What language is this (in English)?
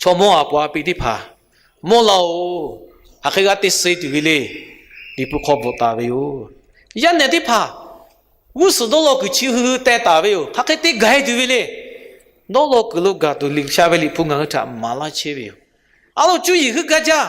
Lahu